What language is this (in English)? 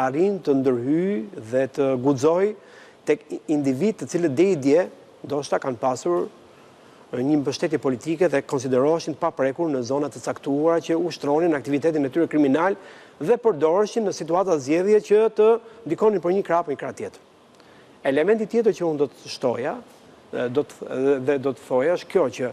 Albanian